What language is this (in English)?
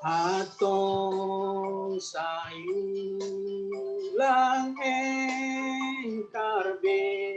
Batak Simalungun